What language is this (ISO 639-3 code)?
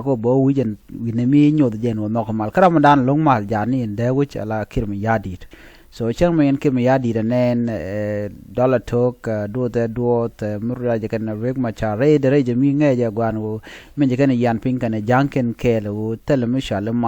nus